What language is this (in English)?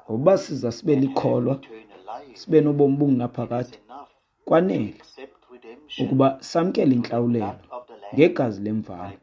Xhosa